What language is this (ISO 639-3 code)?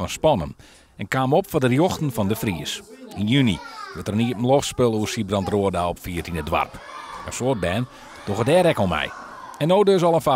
fry